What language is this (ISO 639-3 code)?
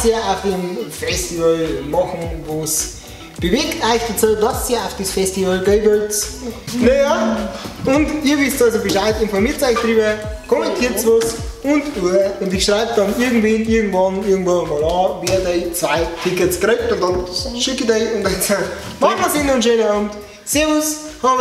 bar